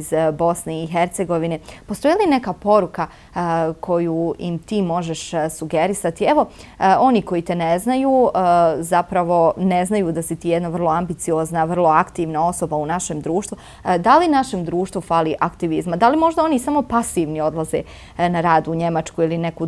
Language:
Bosnian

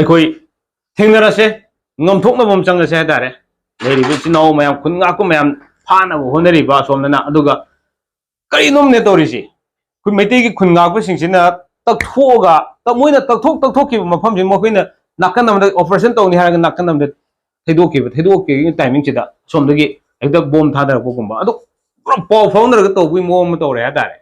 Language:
Manipuri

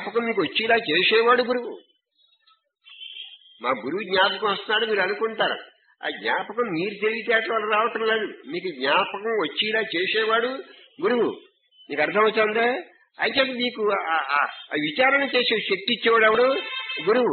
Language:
Telugu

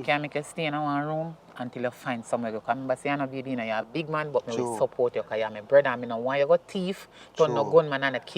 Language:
Jamaican Creole English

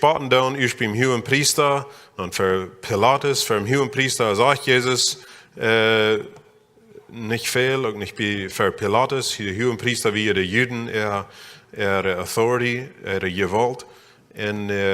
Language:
Plautdietsch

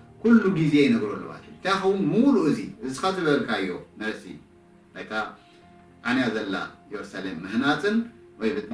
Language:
Tigrinya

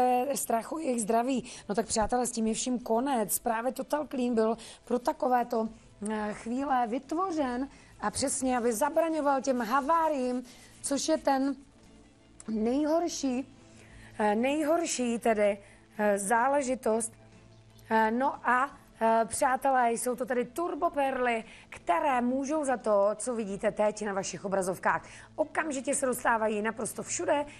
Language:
Czech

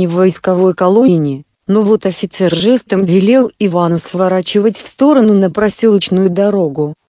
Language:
Russian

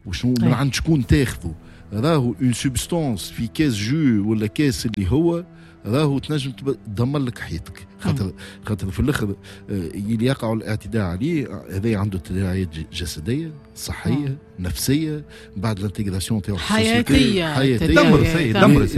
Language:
Tunisian Arabic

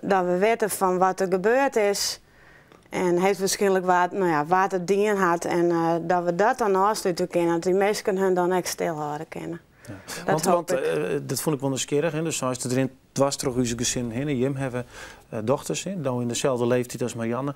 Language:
Western Frisian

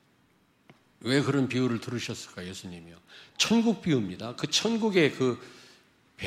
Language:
Korean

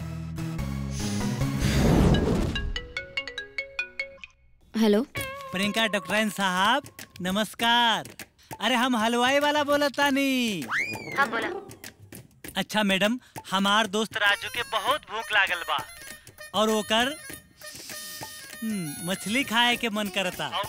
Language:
Bhojpuri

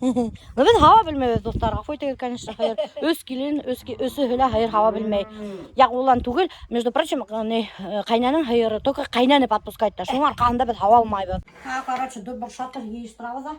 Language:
Bashkir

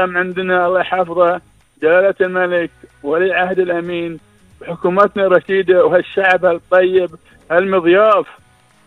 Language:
Gulf Arabic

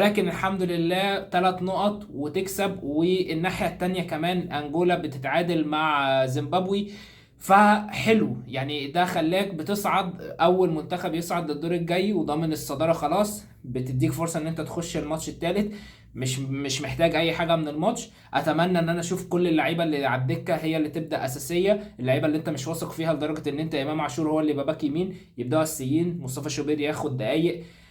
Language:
Egyptian Arabic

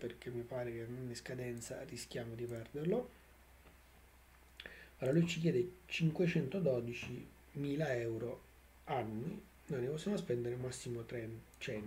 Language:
Italian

